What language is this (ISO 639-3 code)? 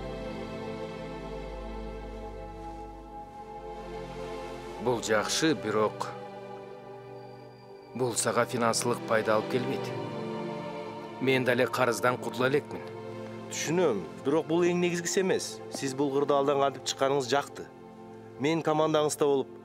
kir